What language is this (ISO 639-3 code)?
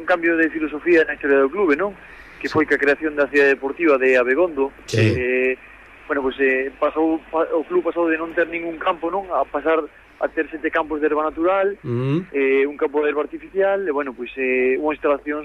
glg